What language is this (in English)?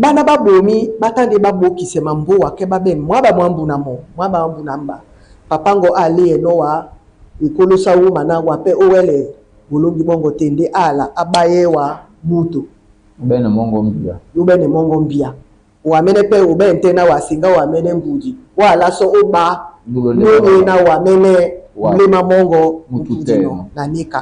Duala